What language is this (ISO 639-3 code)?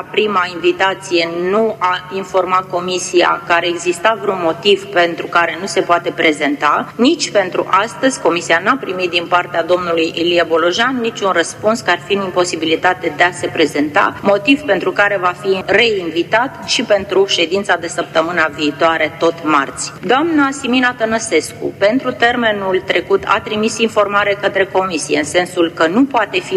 ron